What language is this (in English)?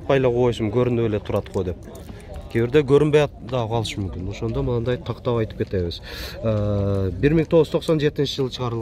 Kyrgyz